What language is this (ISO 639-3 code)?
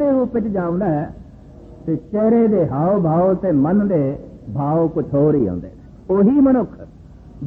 pan